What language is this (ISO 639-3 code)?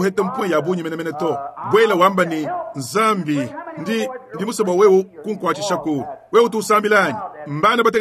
lua